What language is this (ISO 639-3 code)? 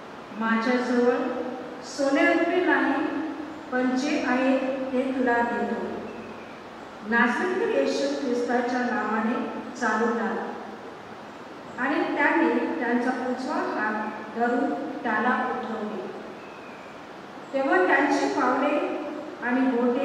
kok